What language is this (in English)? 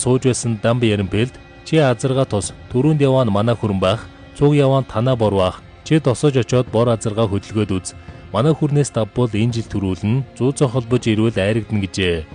Mongolian